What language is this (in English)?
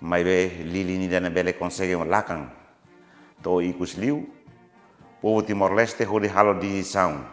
Tetum